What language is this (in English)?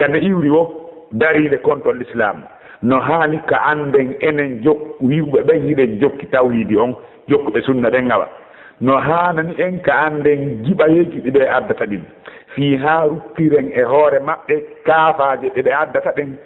Fula